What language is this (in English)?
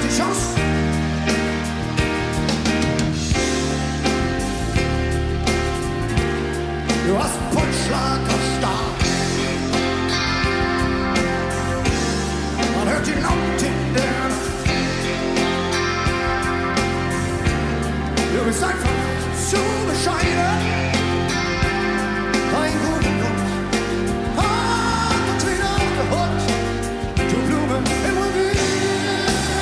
German